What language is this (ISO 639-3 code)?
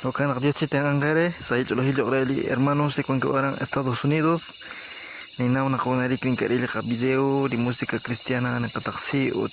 kek